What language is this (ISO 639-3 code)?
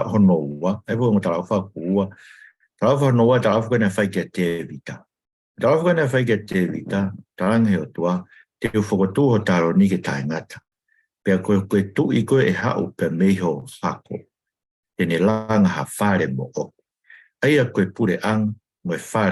ton